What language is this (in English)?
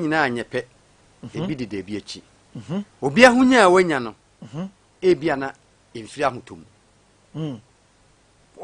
Akan